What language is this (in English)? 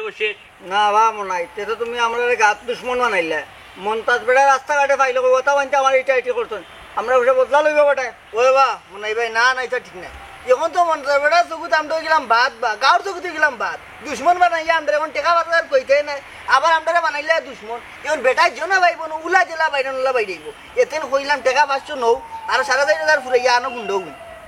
Sylheti